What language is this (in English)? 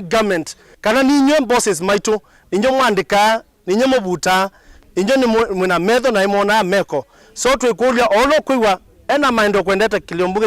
Kamba